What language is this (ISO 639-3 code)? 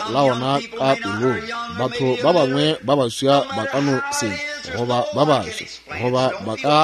nso